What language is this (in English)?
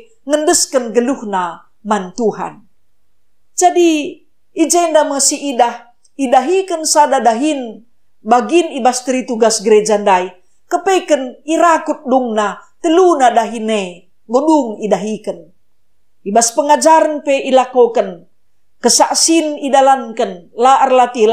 Batak Karo